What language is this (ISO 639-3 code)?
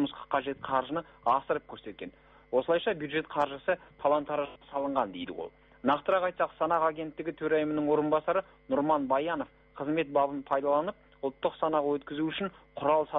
kaz